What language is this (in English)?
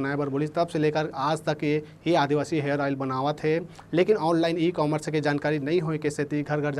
Chhattisgarhi